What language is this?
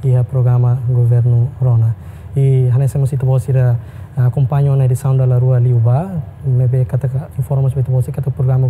Tetum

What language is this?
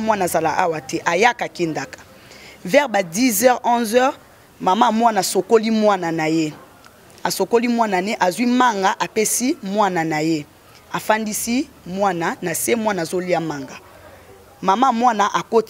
Lingala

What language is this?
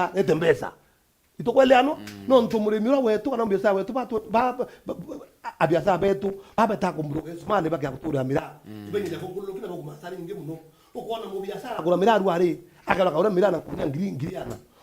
Meru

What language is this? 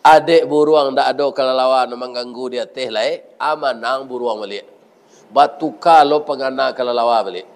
Minangkabau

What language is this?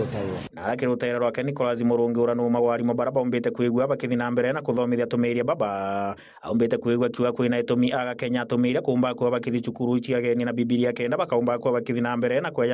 Meru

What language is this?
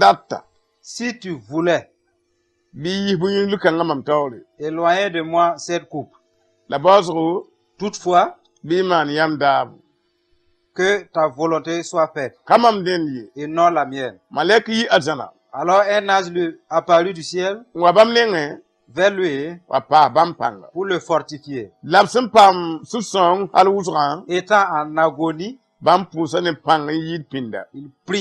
Mossi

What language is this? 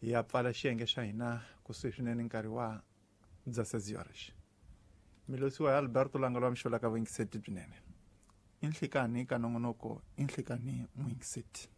Tsonga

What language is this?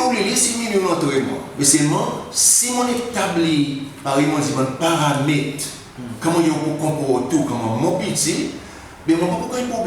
Seselwa Creole French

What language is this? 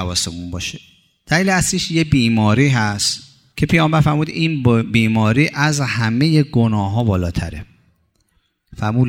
Persian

